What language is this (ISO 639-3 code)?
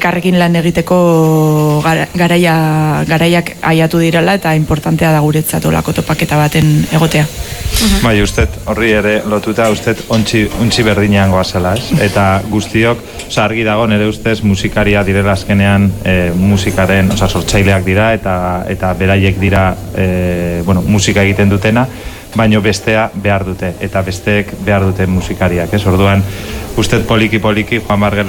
eus